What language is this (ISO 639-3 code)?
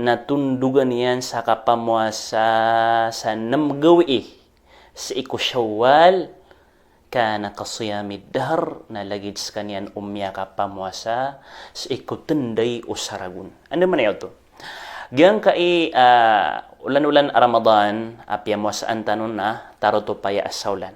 mrw